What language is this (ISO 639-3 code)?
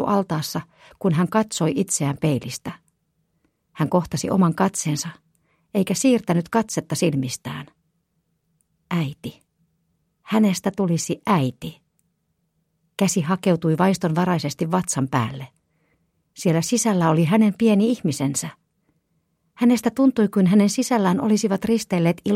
fin